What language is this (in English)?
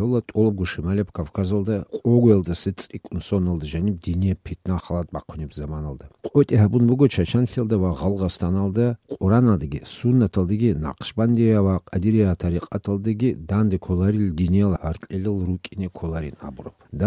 Avaric